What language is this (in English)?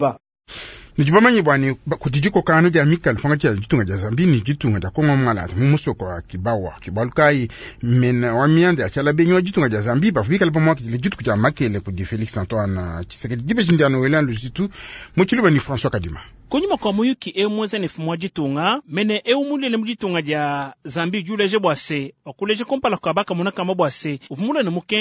Luba-Lulua